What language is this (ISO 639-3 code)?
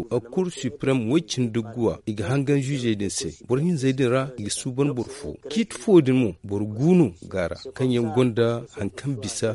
dje